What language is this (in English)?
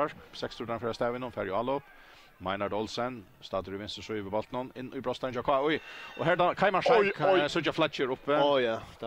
Faroese